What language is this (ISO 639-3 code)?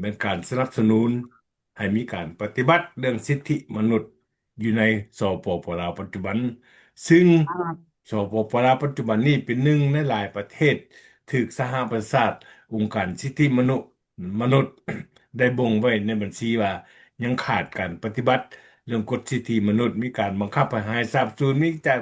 lao